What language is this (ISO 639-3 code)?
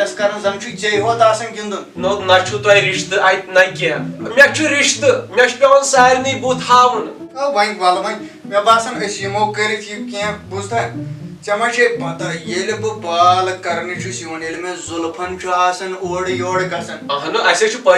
kas